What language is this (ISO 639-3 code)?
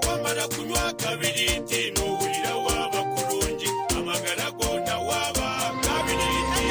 nyn